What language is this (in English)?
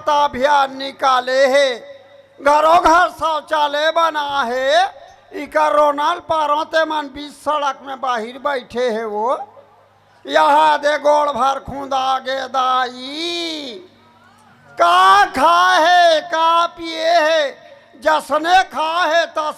Chhattisgarhi